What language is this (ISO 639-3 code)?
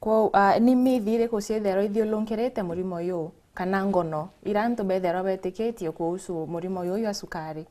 mer